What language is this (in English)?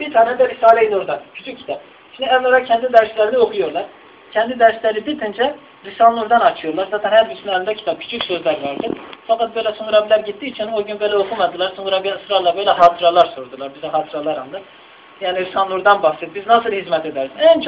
Turkish